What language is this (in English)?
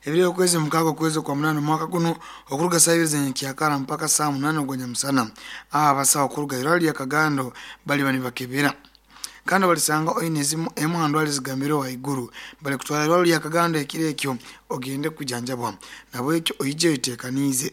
Nyoro